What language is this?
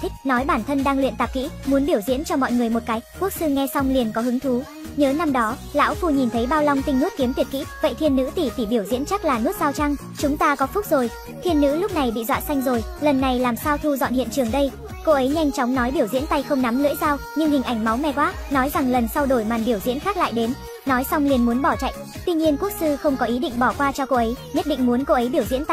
Vietnamese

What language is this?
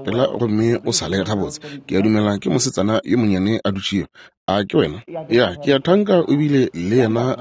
Northern Sotho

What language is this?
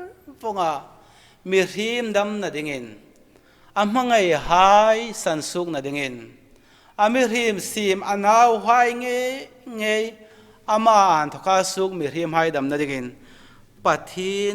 Hmar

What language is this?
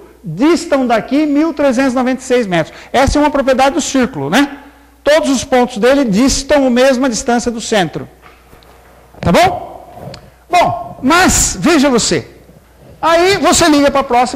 Portuguese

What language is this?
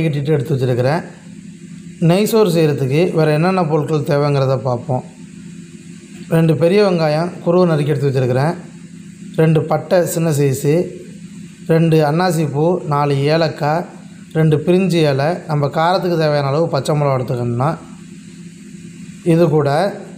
Tamil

